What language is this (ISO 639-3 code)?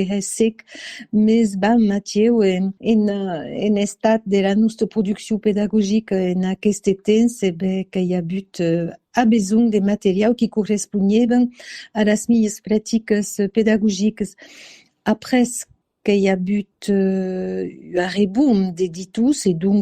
oci